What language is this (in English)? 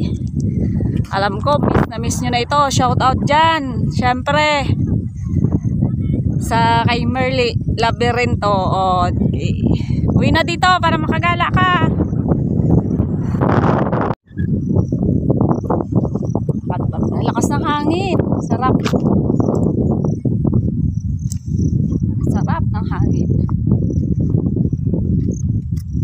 Filipino